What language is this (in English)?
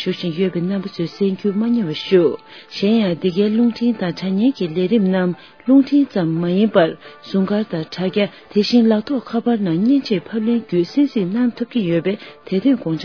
Tibetan